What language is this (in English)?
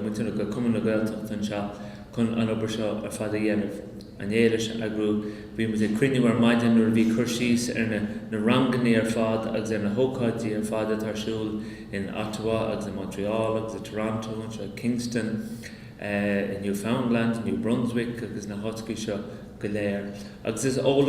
Irish